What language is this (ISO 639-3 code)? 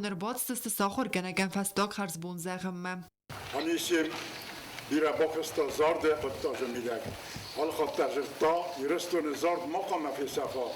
oss